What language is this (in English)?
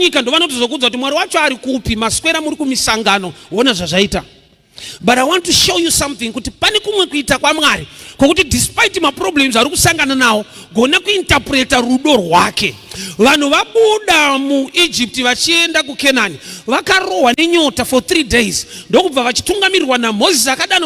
Shona